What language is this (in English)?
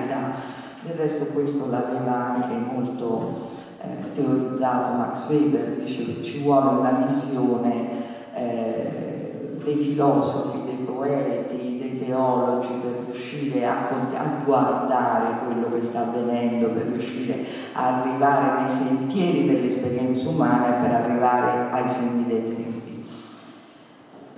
Italian